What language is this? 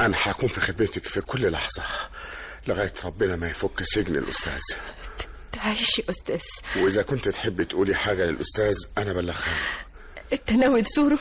Egyptian Arabic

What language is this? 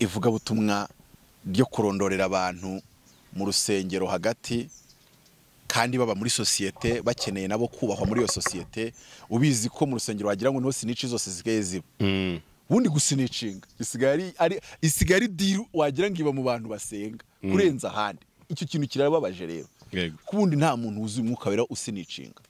Kinyarwanda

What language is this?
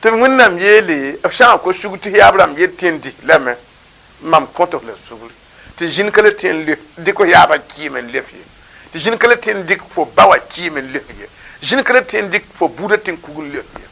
Mossi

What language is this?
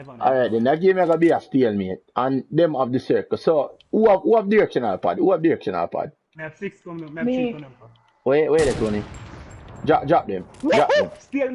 Jamaican Creole English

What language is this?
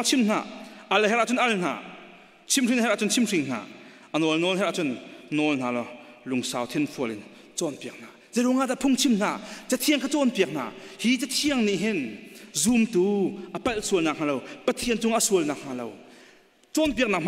Hakha Chin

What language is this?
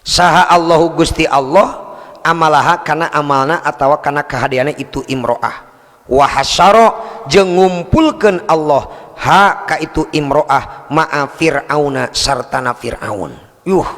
Sundanese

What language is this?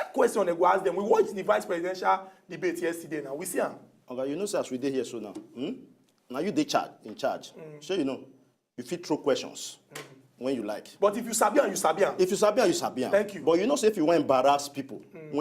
Nigerian Pidgin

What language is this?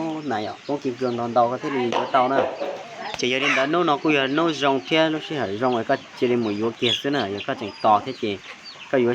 Hmong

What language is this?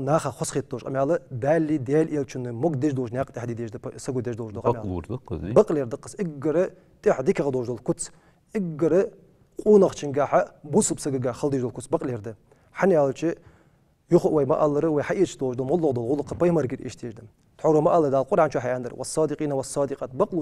Ingush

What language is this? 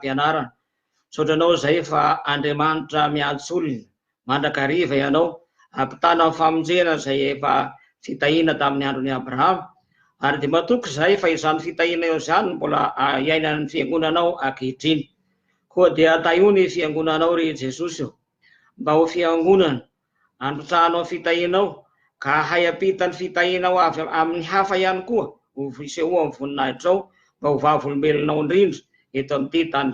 Malagasy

